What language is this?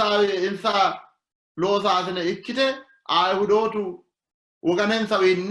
Sidamo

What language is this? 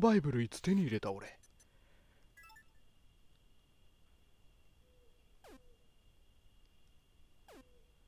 Japanese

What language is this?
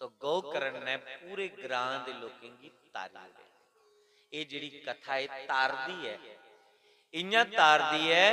Dogri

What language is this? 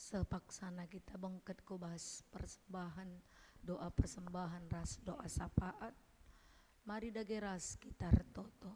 Batak Karo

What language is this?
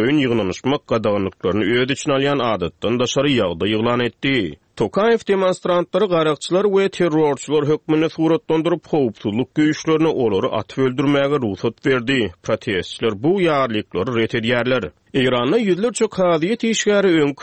Turkmen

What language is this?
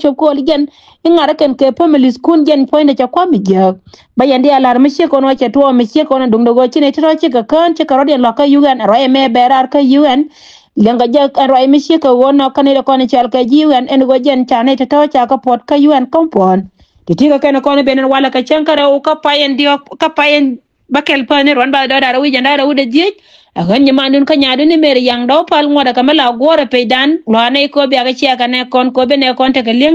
Nuer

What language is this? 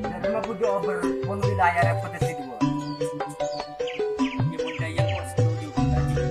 Madurese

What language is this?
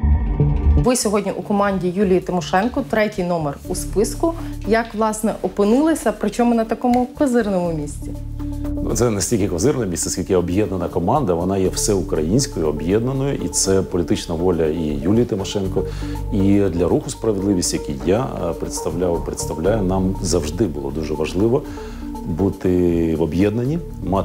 Ukrainian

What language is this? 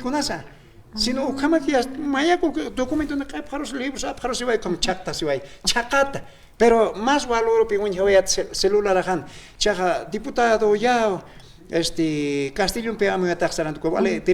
Aymara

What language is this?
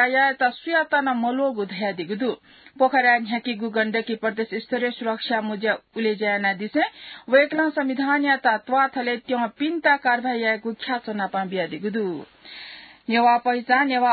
Newari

